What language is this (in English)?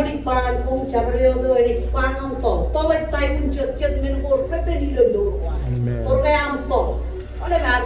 Marshallese